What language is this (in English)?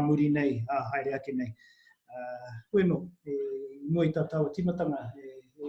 Māori